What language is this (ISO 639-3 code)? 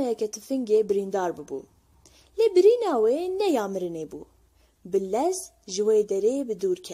kur